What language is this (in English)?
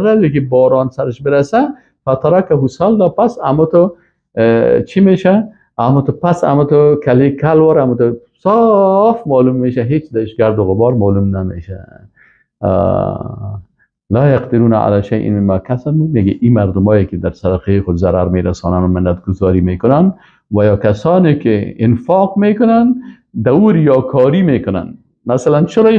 Persian